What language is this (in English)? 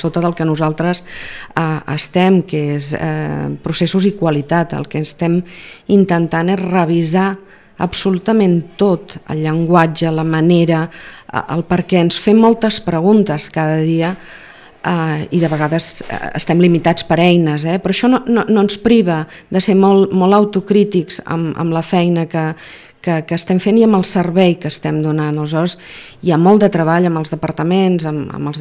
Catalan